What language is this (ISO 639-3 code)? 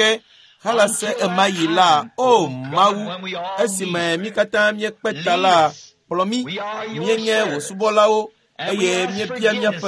ewe